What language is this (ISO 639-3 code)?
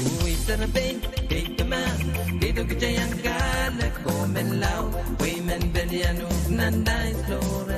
pon